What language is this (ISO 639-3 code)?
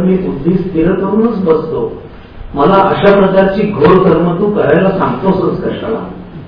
mar